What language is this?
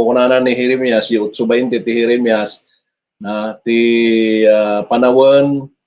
Iloko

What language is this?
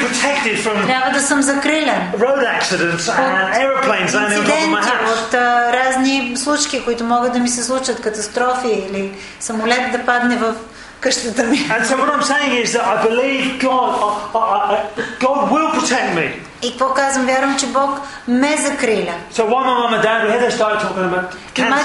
Bulgarian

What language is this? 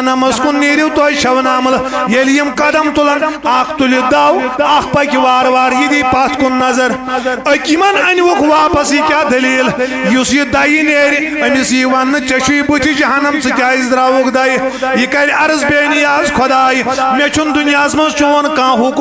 Kashmiri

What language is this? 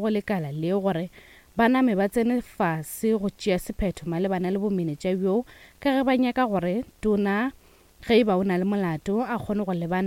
Northern Sotho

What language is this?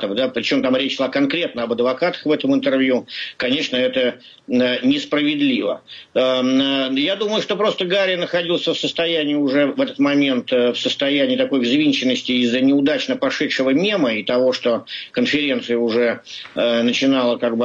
Russian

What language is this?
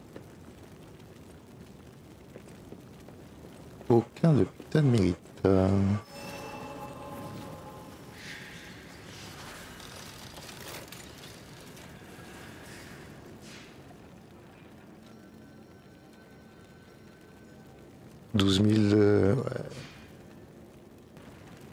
French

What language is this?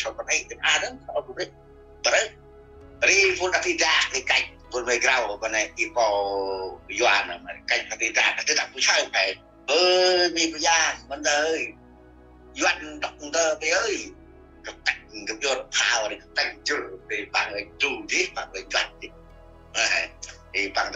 Central Mnong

